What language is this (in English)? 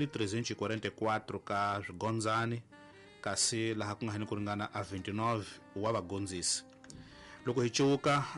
Tsonga